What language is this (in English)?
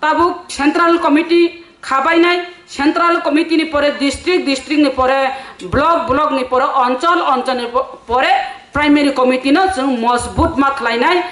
Kok Borok